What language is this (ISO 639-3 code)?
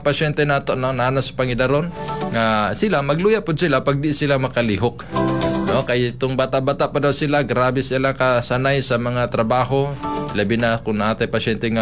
ceb